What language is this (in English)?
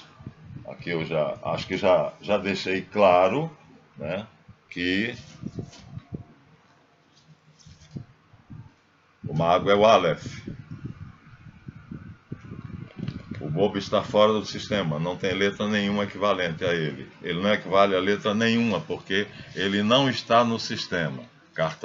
Portuguese